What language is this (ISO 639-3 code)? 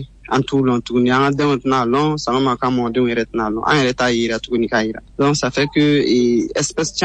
bam